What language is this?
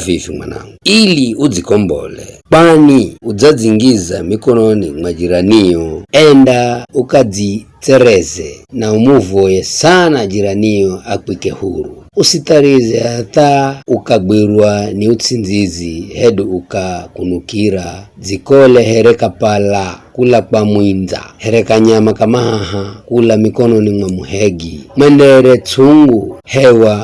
Giryama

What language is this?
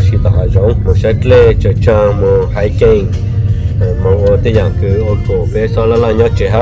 Hmong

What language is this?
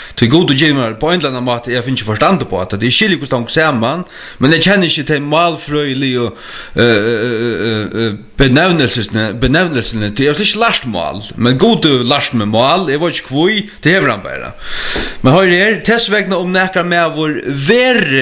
Faroese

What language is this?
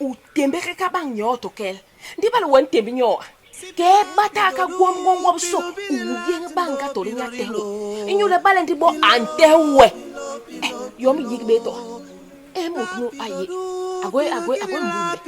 Basaa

